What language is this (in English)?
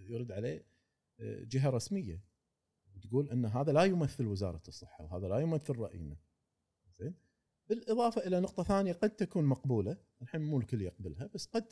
Gulf Arabic